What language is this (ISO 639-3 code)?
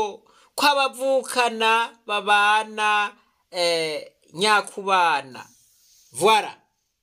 run